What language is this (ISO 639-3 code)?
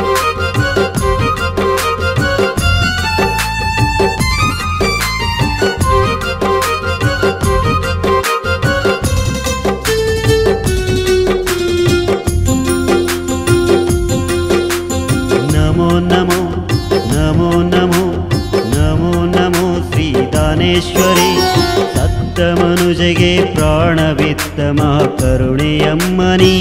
kan